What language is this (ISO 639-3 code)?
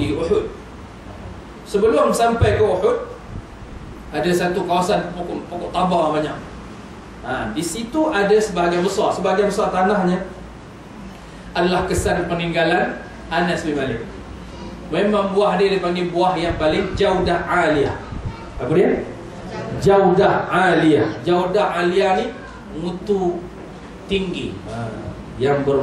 msa